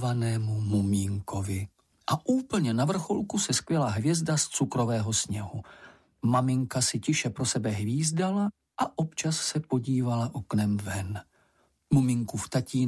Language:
Czech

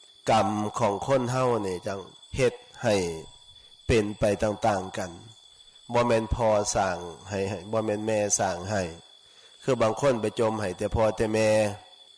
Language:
Northeastern Thai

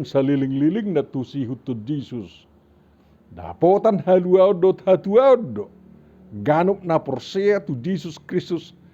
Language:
Batak Toba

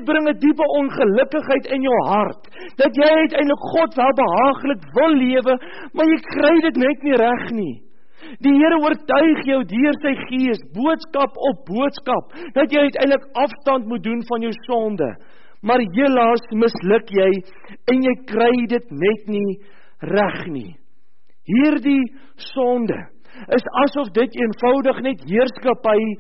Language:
Afrikaans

